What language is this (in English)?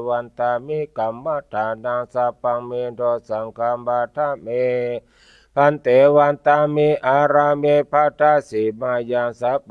Pali